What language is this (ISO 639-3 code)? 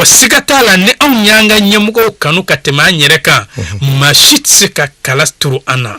bam